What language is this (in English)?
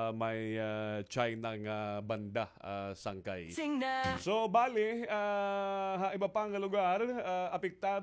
Waray